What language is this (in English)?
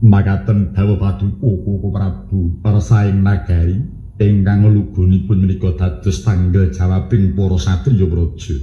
Javanese